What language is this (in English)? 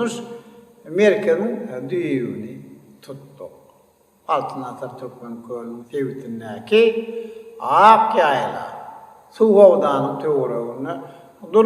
Turkmen